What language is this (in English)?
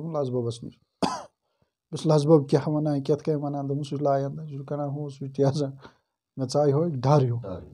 Kashmiri